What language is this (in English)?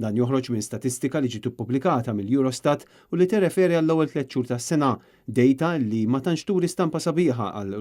Maltese